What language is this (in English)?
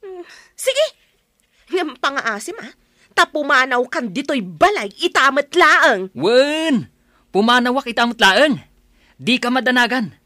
Iloko